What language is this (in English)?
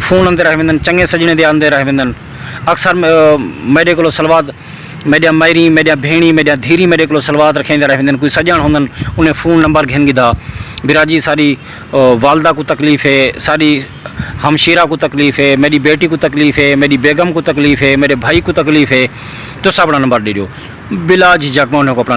Saraiki